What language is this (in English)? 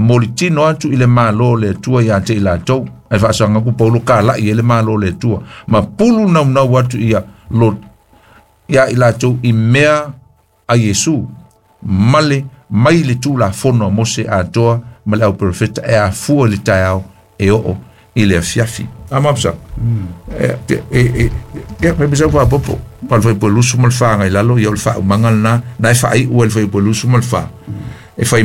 Samoan